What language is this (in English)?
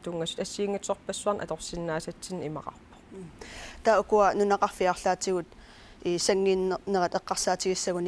Kalaallisut